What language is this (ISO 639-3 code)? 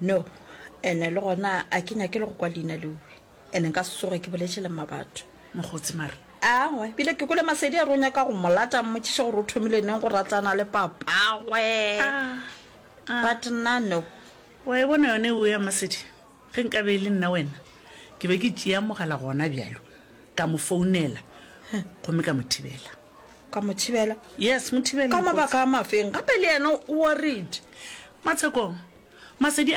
nso